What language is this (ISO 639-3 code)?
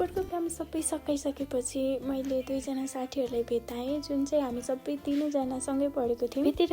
nep